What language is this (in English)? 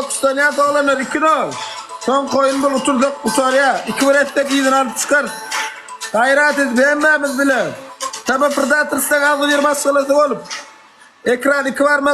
Turkmen